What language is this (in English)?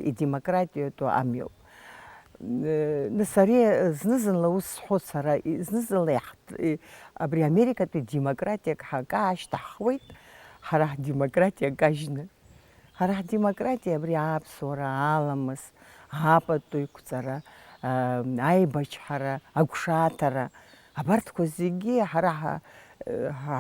Abkhazian